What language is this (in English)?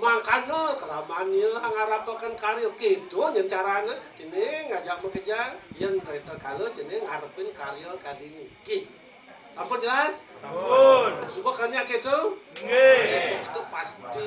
Balinese